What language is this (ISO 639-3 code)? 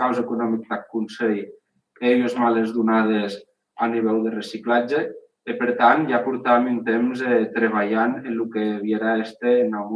oci